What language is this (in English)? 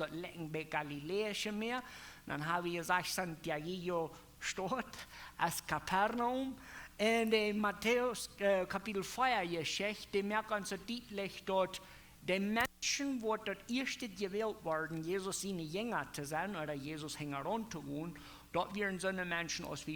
Plautdietsch